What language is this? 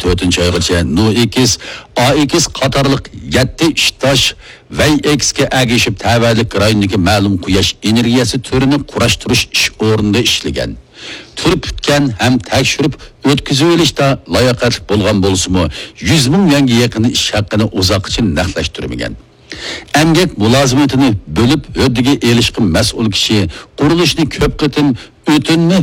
Uyghur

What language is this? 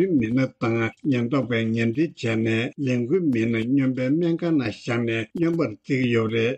Tibetan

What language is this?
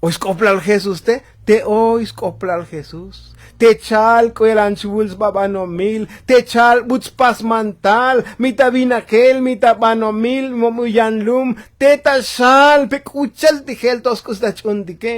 Tzotzil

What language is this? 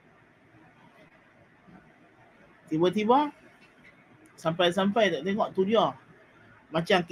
Malay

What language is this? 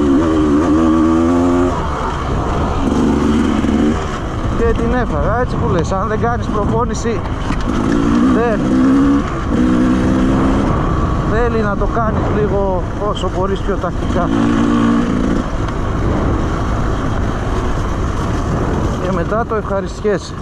Greek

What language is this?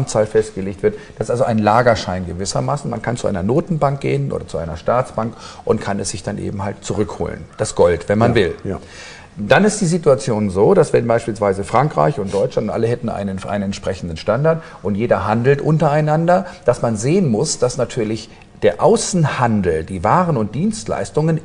German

